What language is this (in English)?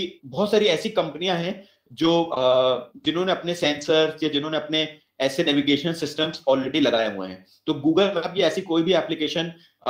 Hindi